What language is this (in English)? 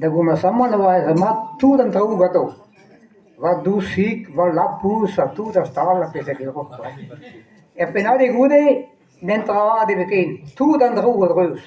Breton